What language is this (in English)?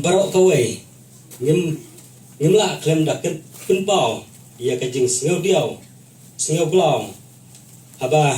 Khasi